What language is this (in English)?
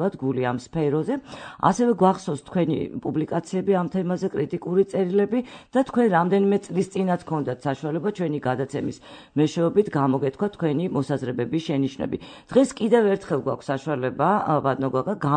Georgian